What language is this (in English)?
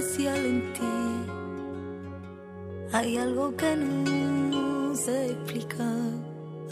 Spanish